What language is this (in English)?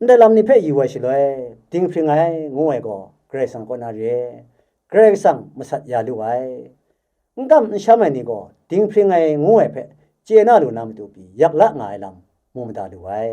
Kachin